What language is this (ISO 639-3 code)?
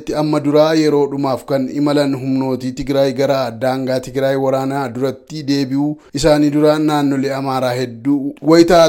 orm